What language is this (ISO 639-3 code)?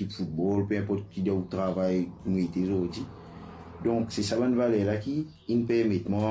mfe